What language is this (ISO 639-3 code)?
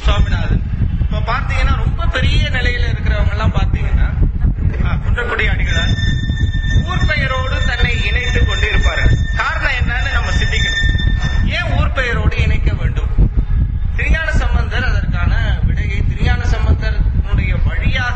tam